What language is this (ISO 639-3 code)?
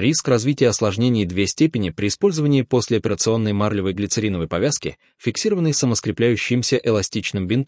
rus